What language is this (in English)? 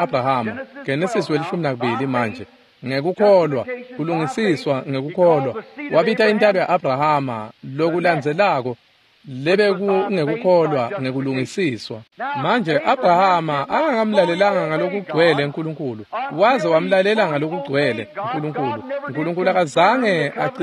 Swati